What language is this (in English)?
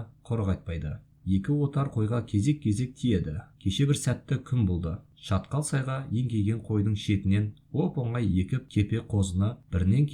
Kazakh